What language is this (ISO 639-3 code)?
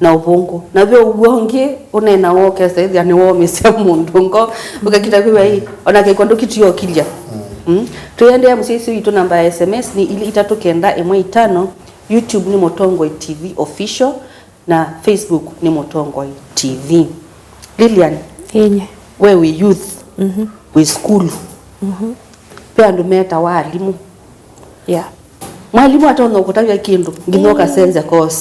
kam